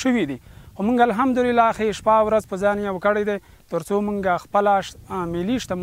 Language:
Pashto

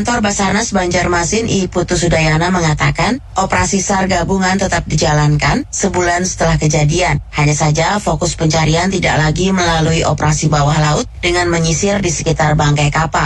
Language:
Indonesian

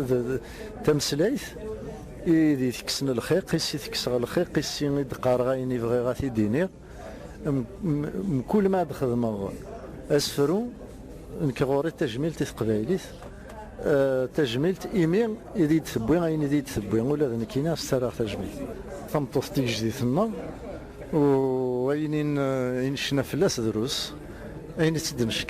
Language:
Kabyle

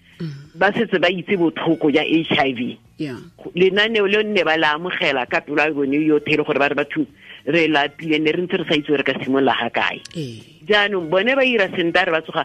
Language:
Tswana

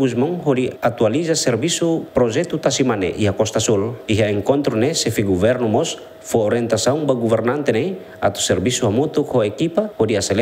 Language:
Tetum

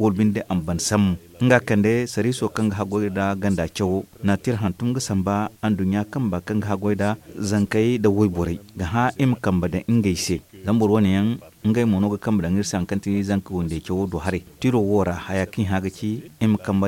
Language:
Zarma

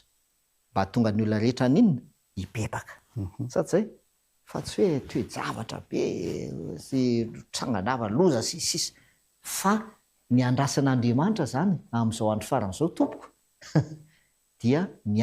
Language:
Malagasy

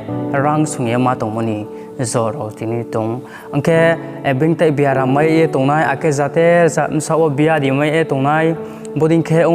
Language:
Riang (India)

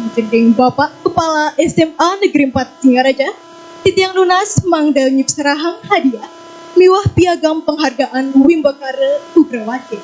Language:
Balinese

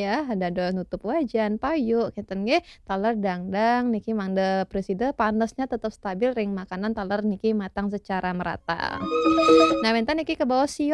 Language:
Balinese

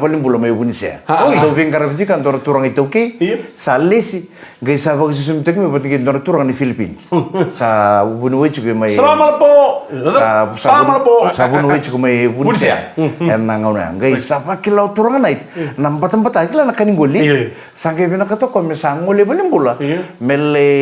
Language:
Fijian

